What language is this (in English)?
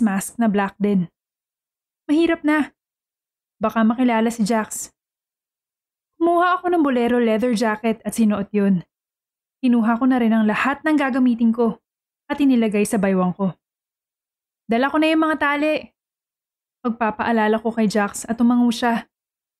Filipino